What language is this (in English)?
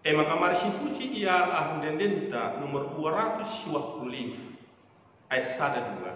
Batak Karo